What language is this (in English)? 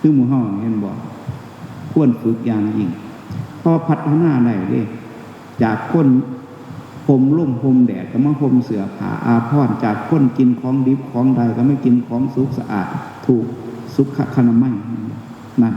Northeastern Thai